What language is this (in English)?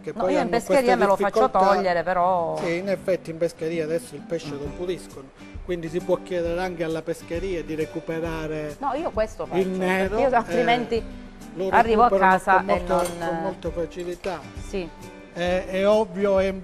Italian